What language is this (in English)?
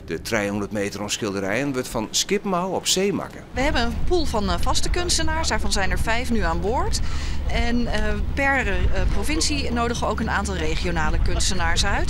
Western Frisian